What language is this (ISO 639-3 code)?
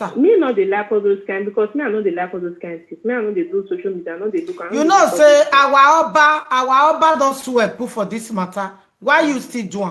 pcm